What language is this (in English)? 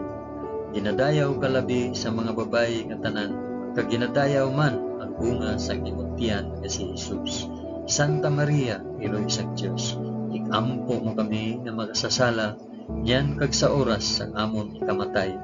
Hiligaynon